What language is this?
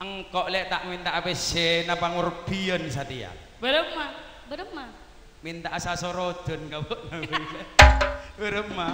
Madurese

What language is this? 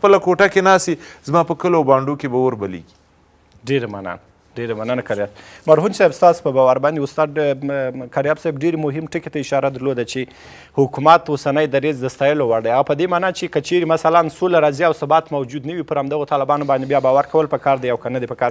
Pashto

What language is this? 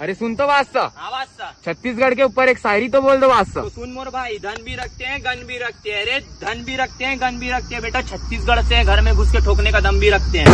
Chhattisgarhi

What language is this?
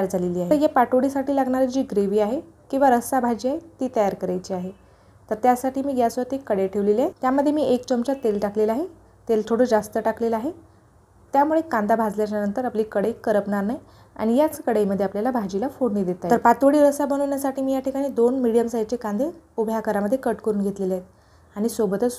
Marathi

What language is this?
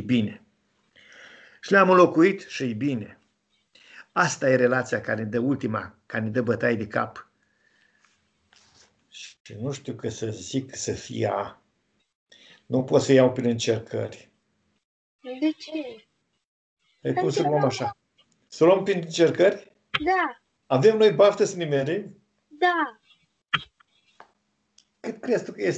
Romanian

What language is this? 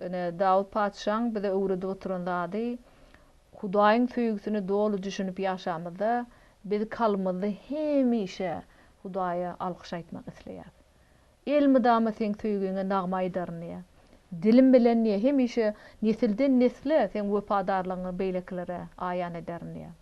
Turkmen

